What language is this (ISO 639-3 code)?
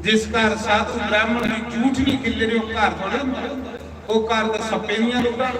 doi